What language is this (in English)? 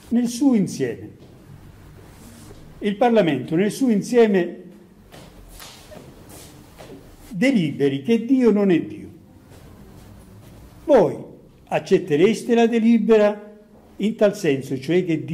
Italian